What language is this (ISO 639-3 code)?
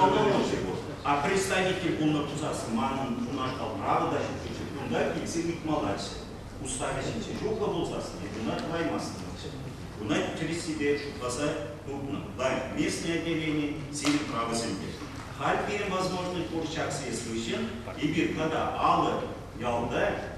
chv